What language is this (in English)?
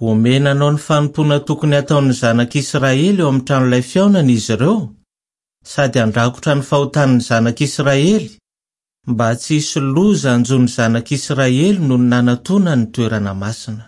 Malagasy